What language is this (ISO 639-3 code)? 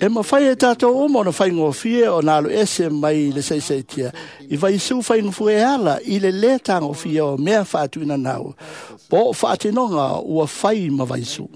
smo